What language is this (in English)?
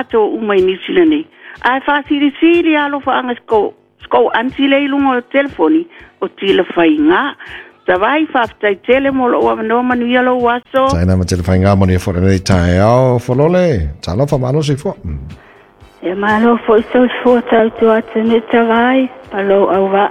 Samoan